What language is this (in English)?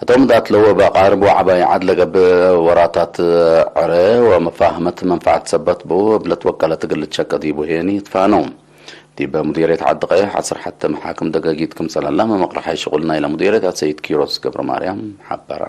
Tigre